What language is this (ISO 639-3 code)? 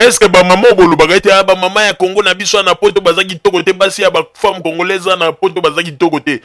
lin